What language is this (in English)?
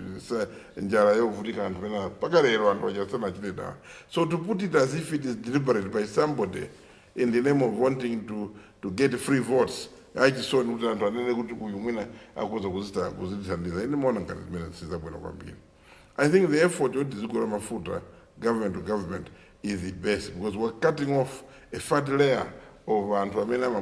Nyanja